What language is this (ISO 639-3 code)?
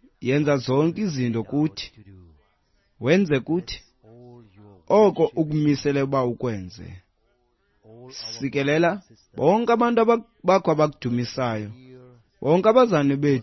xho